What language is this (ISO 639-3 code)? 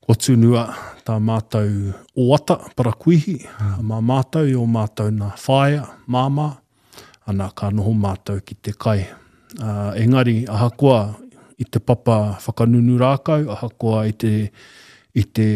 mri